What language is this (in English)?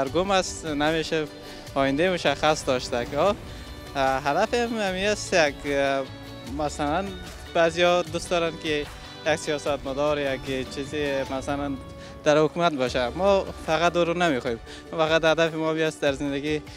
Persian